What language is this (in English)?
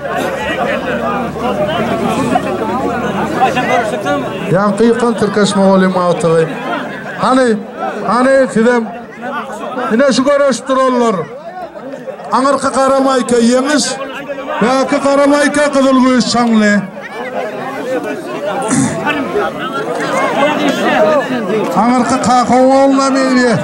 Turkish